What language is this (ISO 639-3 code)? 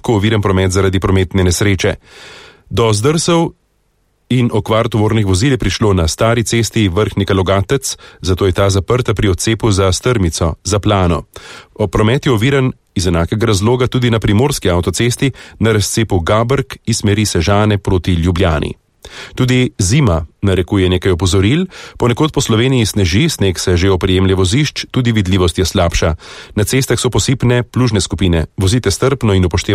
slv